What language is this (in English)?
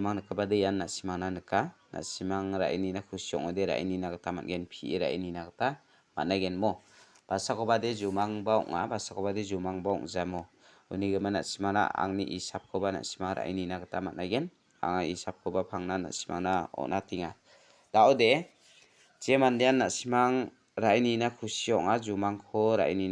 Garo